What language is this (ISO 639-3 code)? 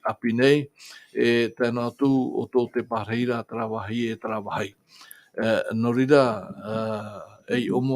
tah